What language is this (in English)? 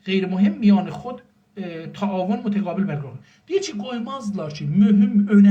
South Azerbaijani